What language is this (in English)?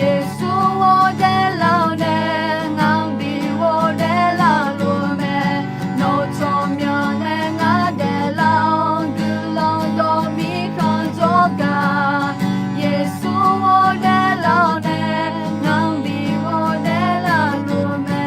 Akha